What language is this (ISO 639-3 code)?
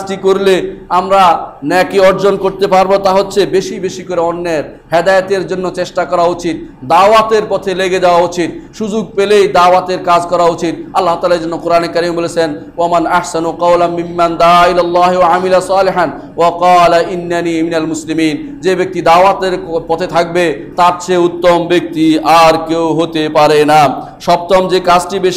ben